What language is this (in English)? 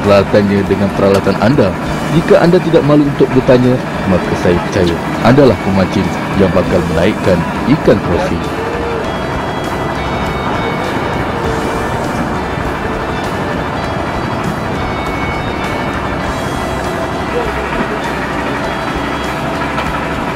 Malay